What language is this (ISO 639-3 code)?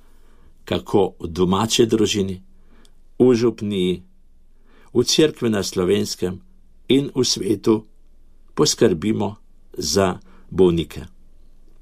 slv